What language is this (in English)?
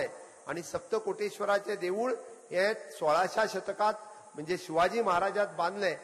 Konkani